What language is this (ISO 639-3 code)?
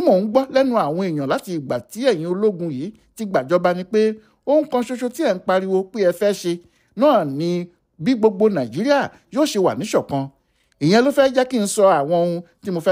yor